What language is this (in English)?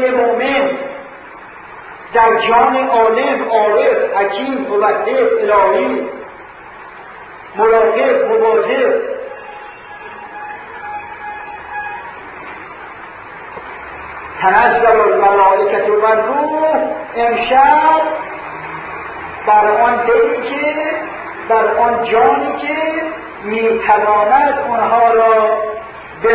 Persian